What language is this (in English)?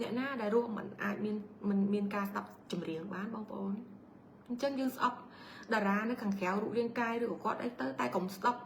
Khmer